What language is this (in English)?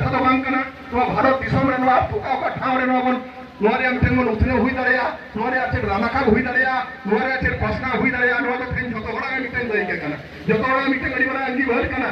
Santali